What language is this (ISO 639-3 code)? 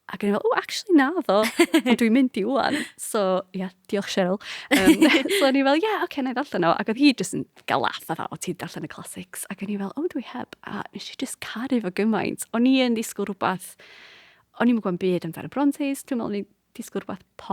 cym